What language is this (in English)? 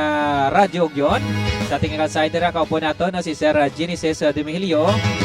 Hiligaynon